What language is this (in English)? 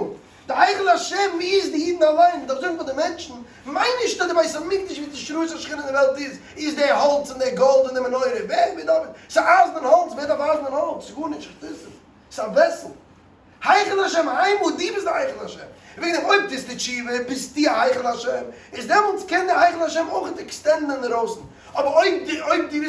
Yiddish